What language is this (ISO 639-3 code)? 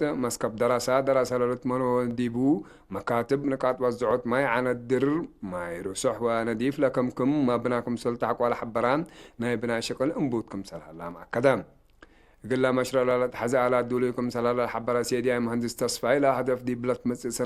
tig